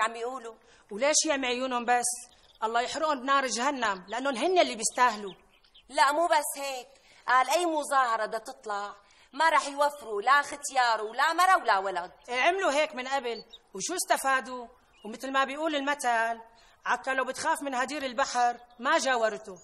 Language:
North Levantine Arabic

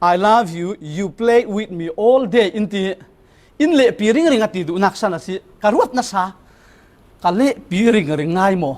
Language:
Falam Chin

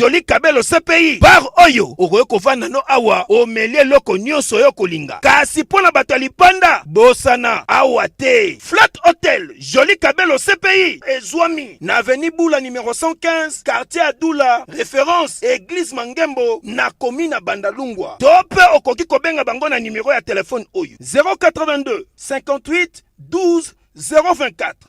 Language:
Lingala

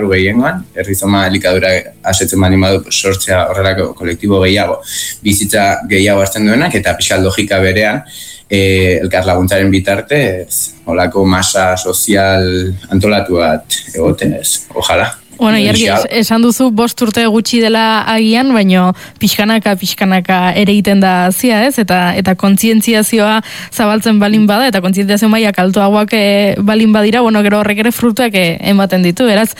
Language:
Basque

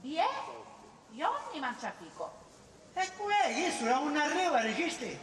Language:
Sicilian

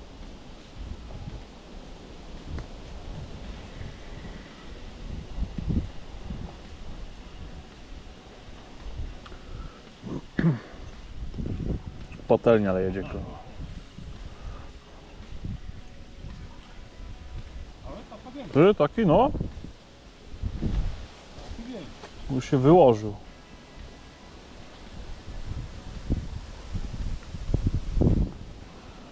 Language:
Polish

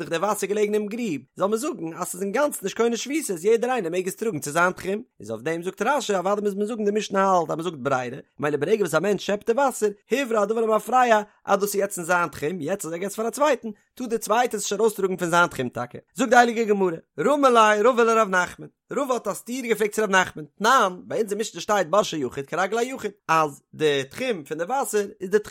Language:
Yiddish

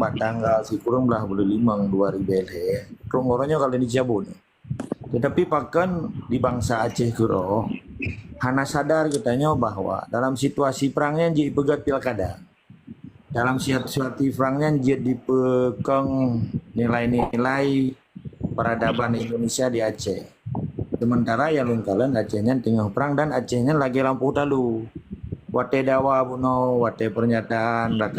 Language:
Achinese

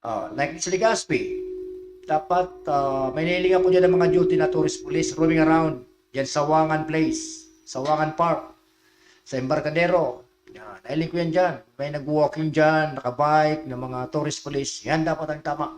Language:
Bikol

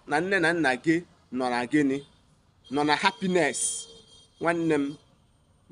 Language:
Igbo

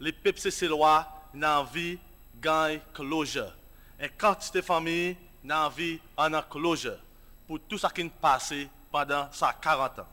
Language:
Seselwa Creole French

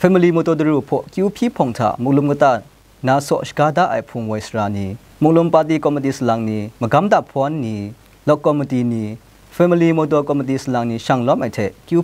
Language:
Kachin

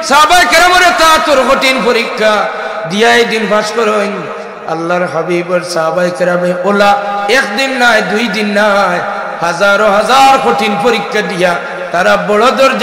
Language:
Sylheti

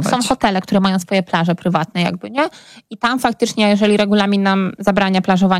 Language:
Polish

